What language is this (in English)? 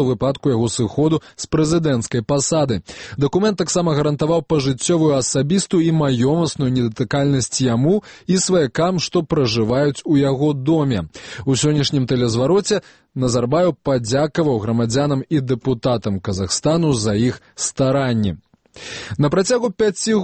Belarusian